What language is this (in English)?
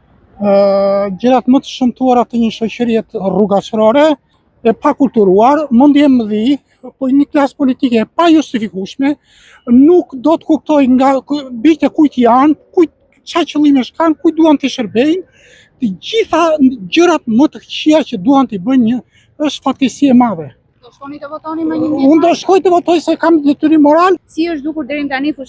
Albanian